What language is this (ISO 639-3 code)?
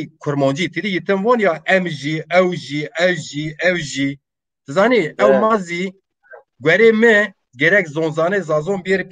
zza